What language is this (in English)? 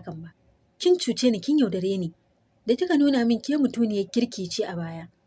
Hausa